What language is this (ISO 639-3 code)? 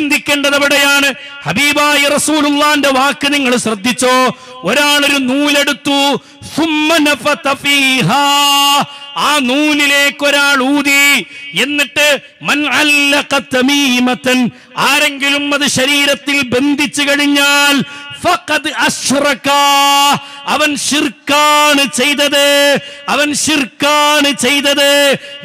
mal